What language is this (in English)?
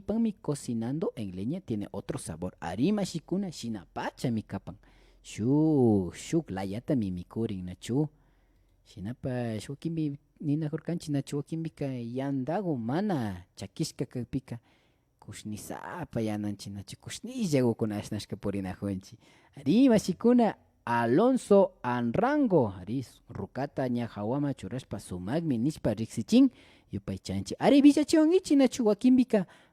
Imbabura Highland Quichua